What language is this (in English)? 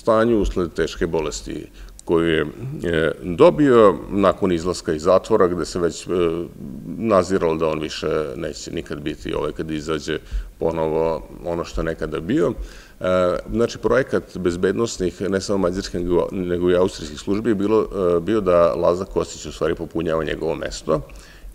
Serbian